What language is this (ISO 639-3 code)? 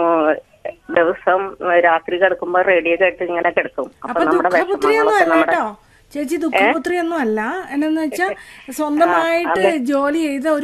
mal